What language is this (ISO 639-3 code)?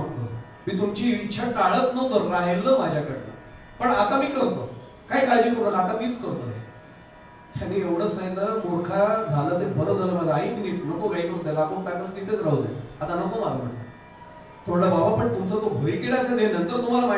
mar